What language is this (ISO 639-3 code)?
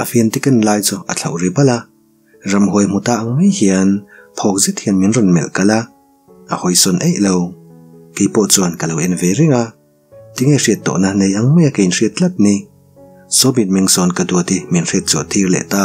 lus